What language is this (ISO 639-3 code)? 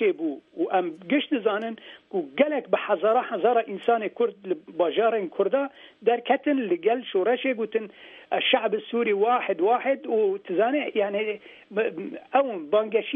kur